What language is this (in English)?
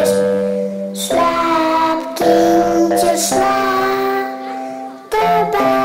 Limburgish